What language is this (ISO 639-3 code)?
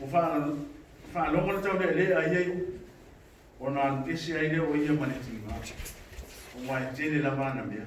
smo